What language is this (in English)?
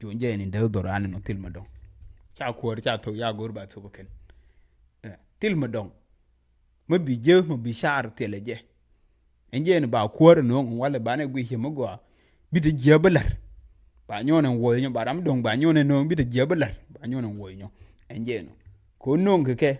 Nuer